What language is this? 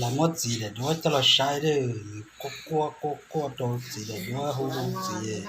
Hmong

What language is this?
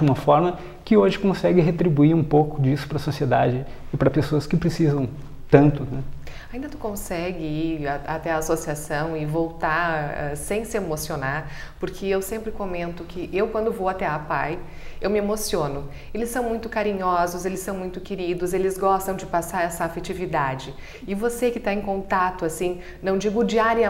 Portuguese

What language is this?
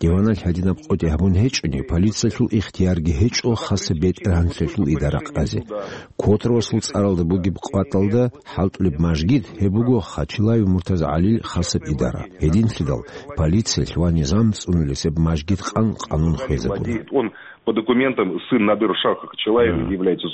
Avaric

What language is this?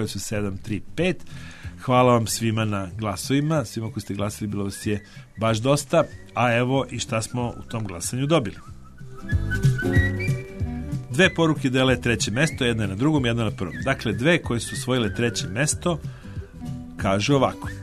Serbian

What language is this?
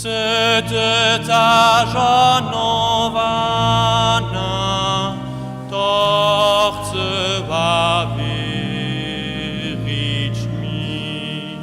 Upper Sorbian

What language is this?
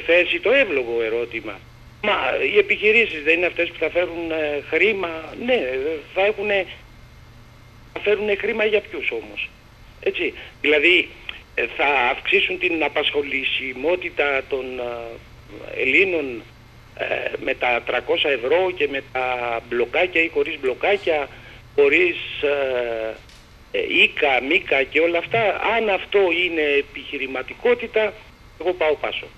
Greek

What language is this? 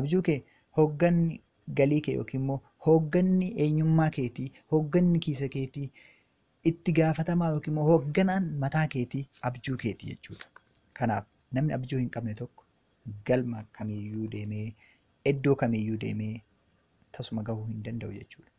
Oromo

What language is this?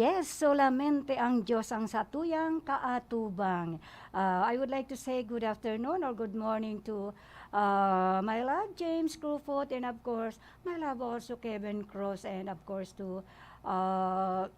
Bikol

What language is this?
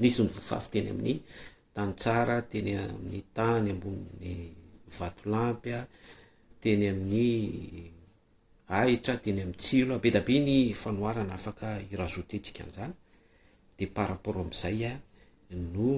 Malagasy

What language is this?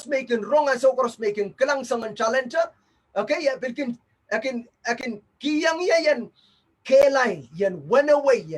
Pohnpeian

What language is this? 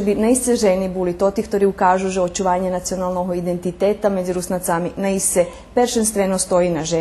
Rusyn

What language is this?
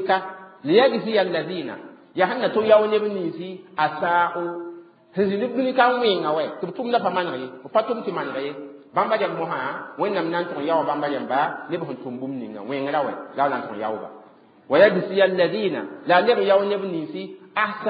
Mossi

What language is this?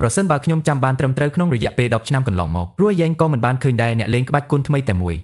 Khmer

